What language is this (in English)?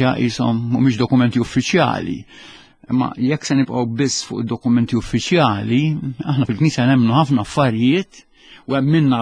Maltese